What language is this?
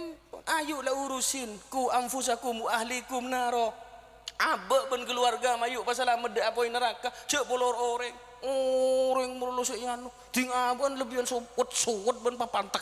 Madurese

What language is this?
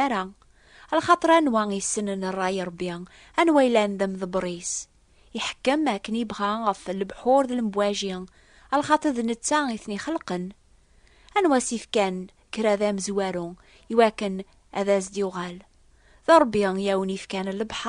Kabyle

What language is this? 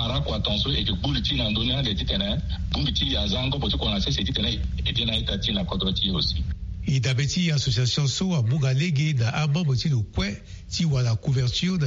Sango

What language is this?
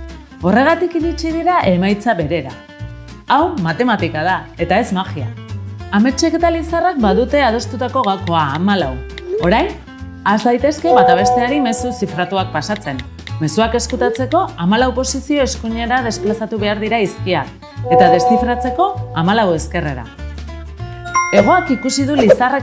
Basque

